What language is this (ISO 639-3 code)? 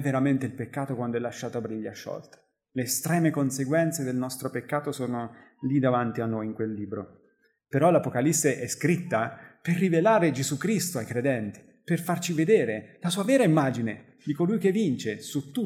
ita